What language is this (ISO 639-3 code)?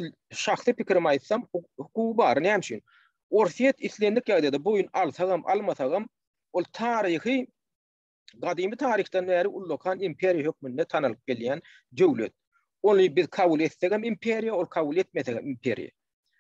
tuk